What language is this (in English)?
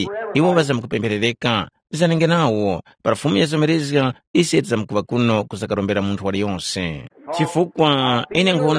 Tumbuka